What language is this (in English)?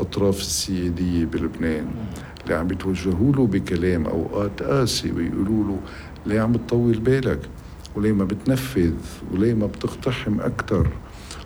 North Levantine Arabic